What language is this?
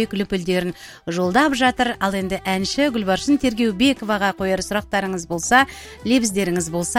Kazakh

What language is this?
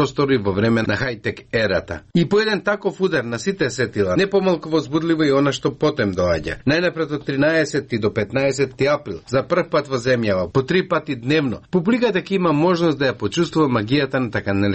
Macedonian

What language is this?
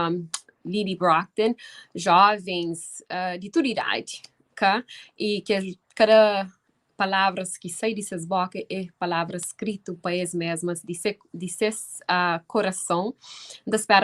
Kabuverdianu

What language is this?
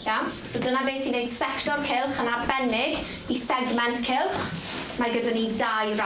Welsh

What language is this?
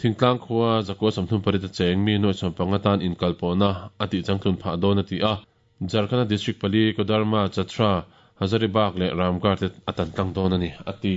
Mizo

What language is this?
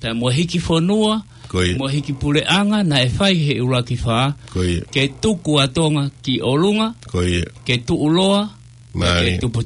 Tongan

